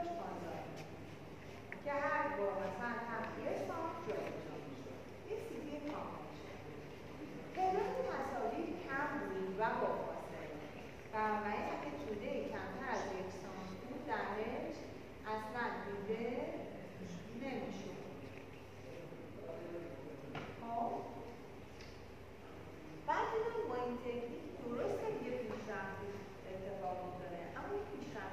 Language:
Persian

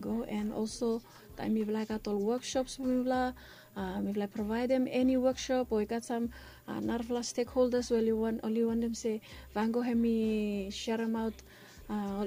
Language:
Bislama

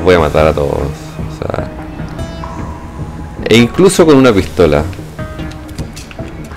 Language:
Spanish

